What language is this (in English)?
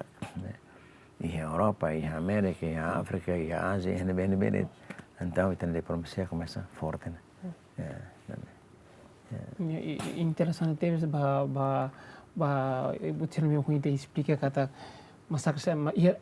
Tetum